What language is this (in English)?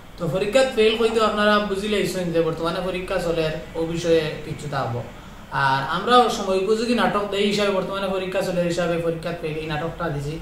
Sylheti